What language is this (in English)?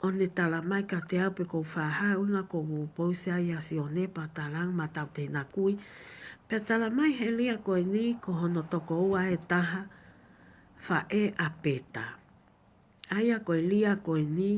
Tongan